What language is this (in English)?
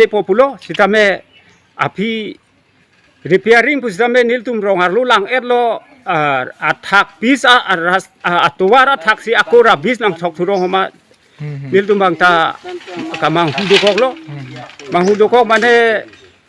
Karbi